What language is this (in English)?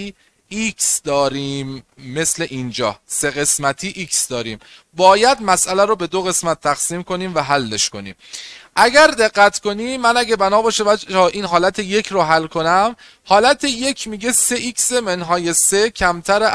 Persian